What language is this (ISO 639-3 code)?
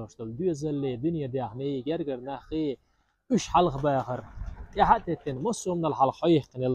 che